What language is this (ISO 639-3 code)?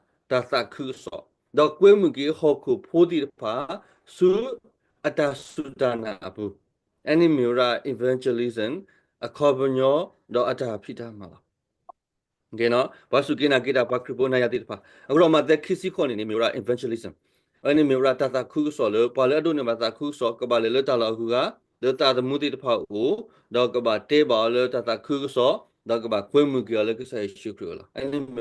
ksw